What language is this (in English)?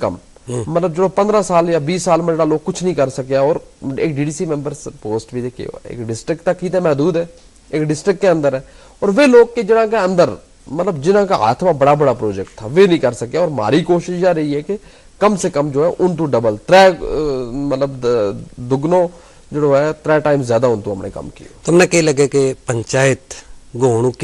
Gujari